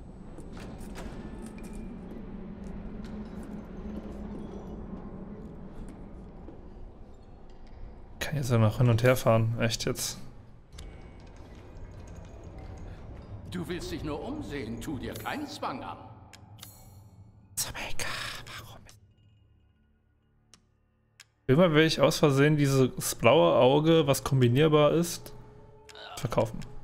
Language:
German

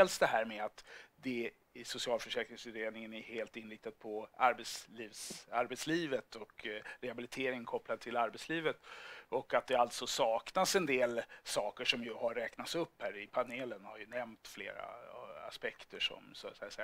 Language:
Swedish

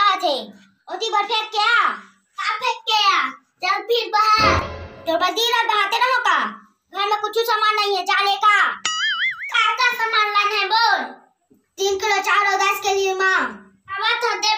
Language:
Chhattisgarhi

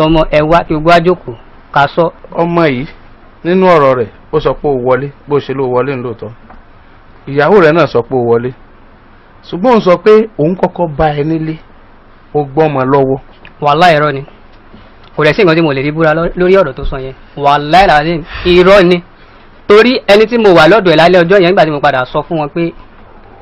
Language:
Yoruba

